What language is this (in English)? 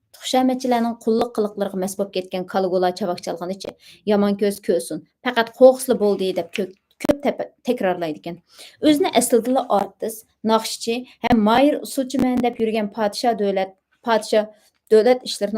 Uyghur